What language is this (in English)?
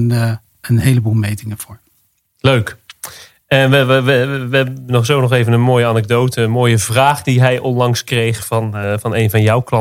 Dutch